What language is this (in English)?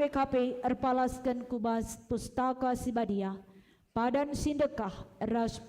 Batak Karo